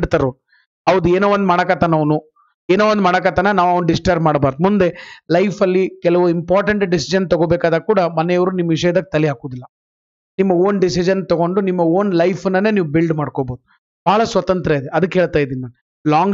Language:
Kannada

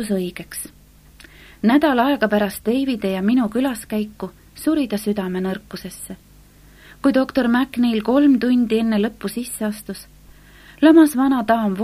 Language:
Estonian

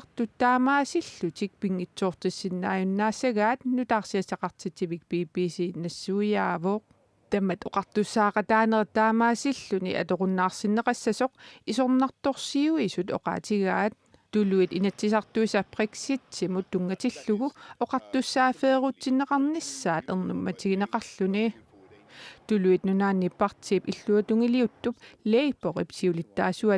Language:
Kalaallisut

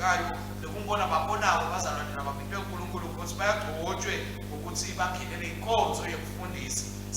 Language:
Swati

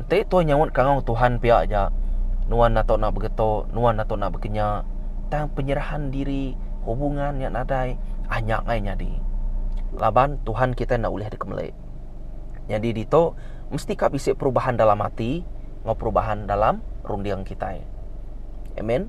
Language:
Iban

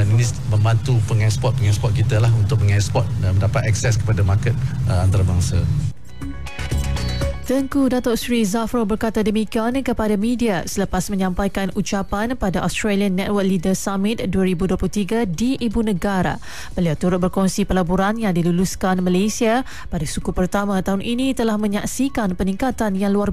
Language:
Malay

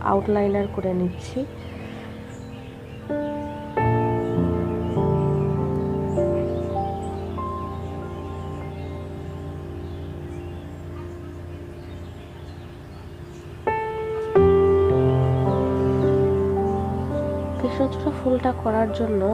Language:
Bangla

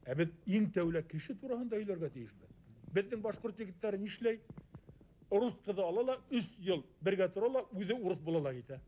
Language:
Bashkir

